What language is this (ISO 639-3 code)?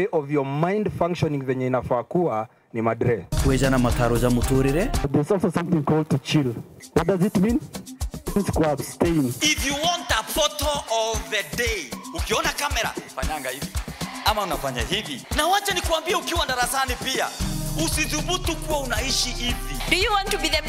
mer